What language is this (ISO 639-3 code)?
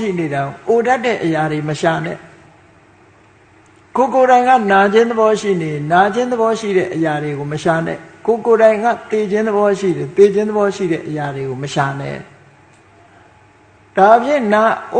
mya